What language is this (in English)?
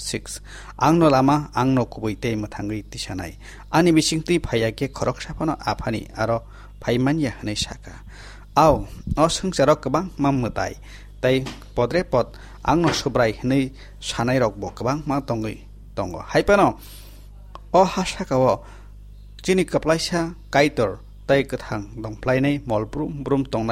Kok Borok